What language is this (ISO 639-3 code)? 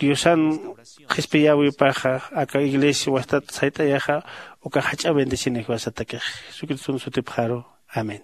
aym